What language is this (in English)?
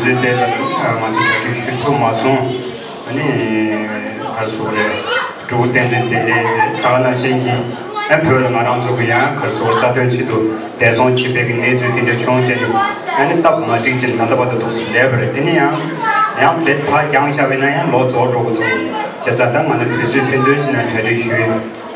Tibetan